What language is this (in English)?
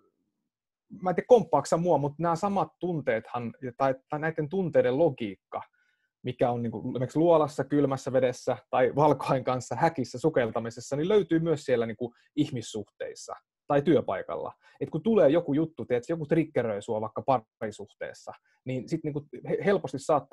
Finnish